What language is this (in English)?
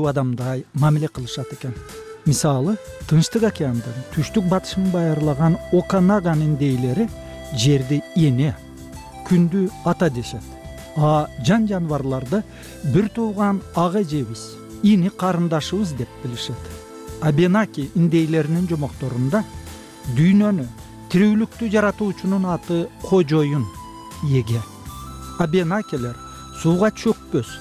Kyrgyz